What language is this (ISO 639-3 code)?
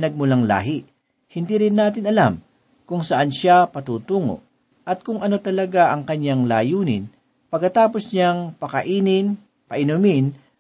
fil